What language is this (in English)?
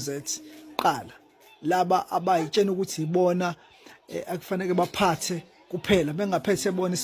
Zulu